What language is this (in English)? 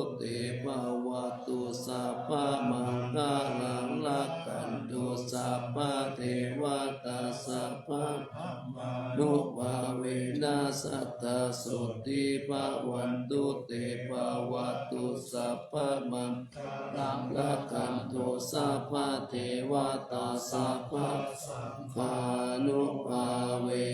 Pali